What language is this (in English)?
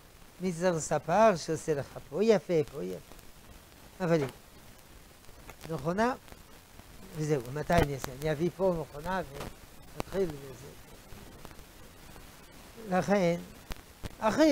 Hebrew